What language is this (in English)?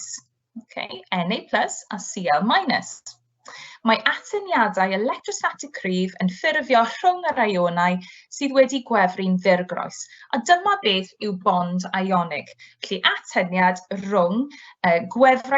Welsh